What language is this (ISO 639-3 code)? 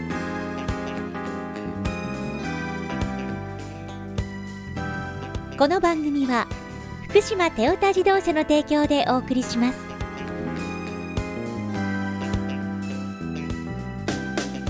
jpn